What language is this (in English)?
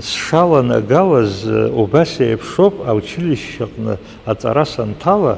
Abkhazian